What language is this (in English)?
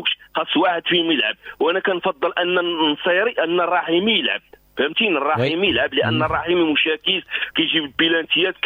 Moroccan Arabic